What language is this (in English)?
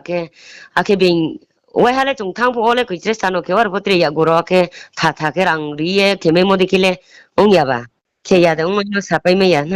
Riang (India)